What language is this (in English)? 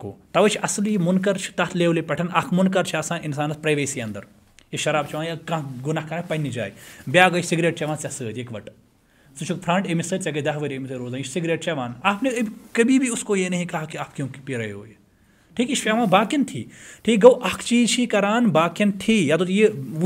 Kashmiri